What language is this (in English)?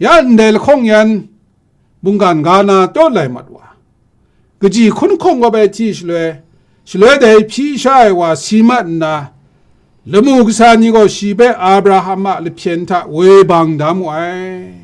Kachin